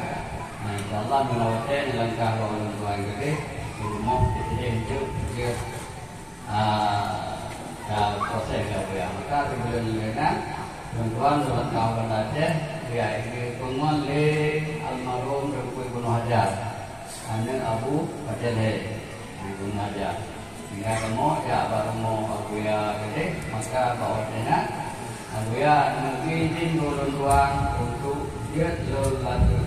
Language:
Achinese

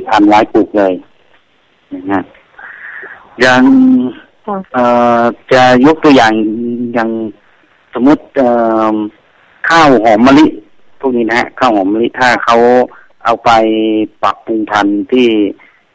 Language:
Thai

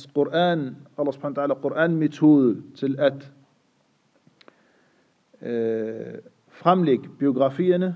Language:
Danish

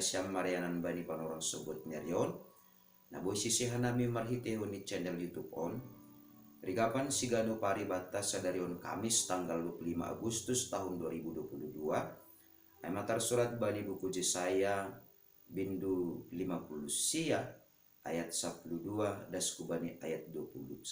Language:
Batak Simalungun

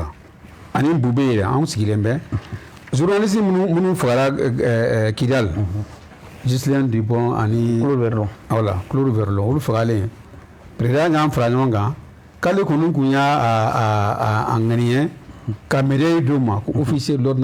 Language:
Bambara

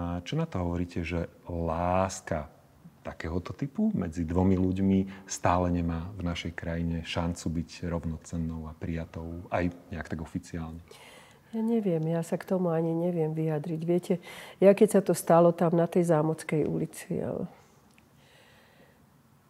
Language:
Slovak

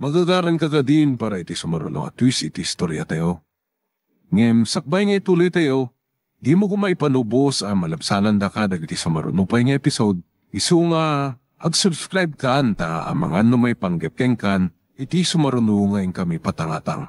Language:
Iloko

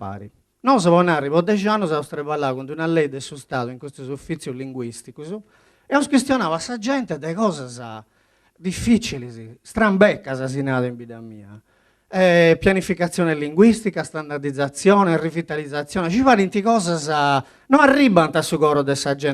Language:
Sardinian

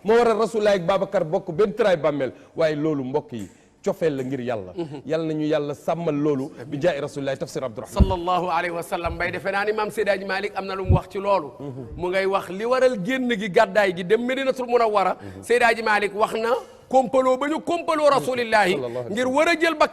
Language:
Wolof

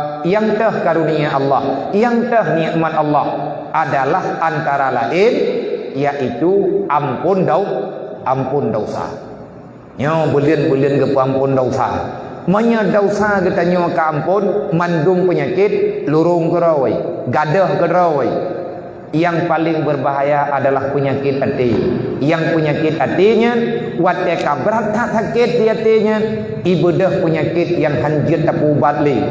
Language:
Achinese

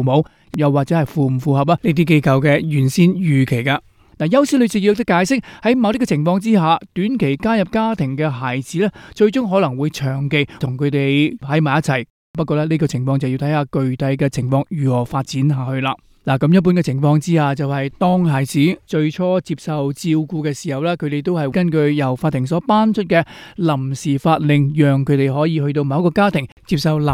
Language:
Cantonese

